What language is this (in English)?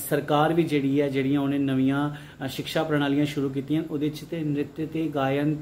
Dogri